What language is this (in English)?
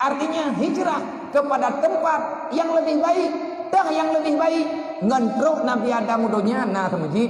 Achinese